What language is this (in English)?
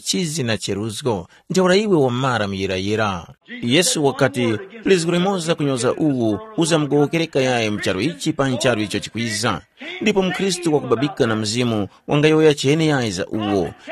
Tumbuka